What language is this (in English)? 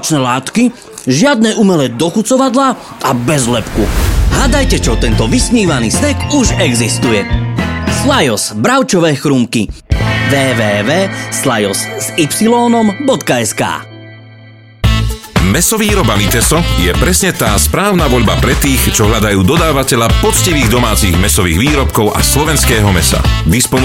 Slovak